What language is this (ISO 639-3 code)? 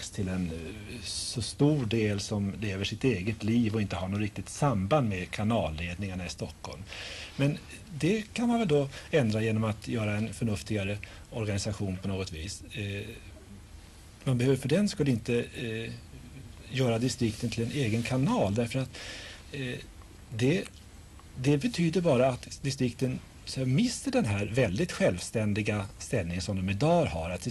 swe